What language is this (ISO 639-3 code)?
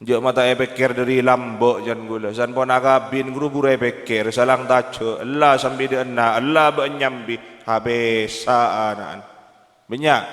mad